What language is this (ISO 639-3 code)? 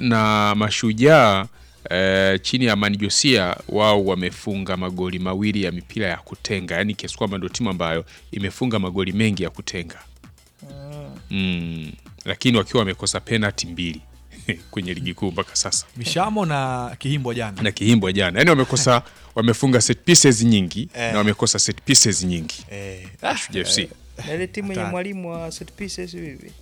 swa